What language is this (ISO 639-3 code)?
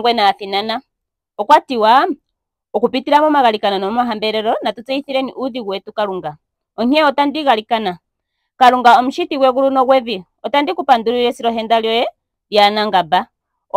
ndo